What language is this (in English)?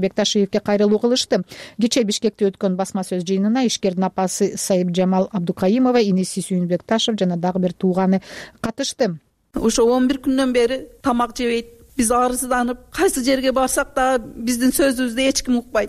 Kyrgyz